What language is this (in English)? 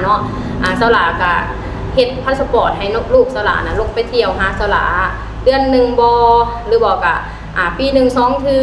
Lao